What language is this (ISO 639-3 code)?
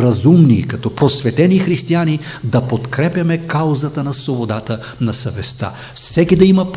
bul